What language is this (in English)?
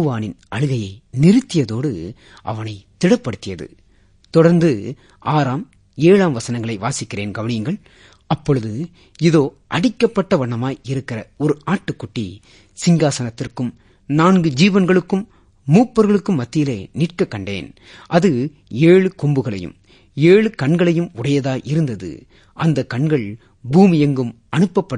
Tamil